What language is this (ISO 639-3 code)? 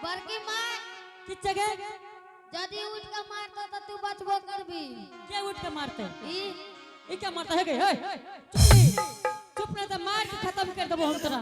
anp